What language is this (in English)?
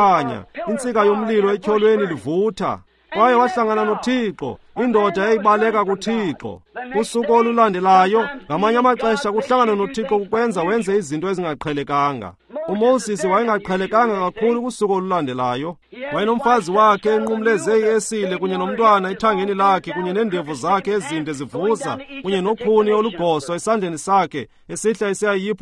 Xhosa